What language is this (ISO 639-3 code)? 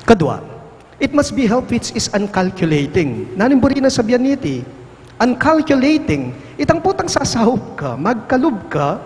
pam